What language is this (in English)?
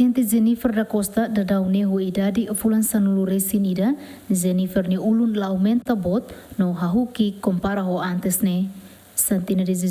Tetum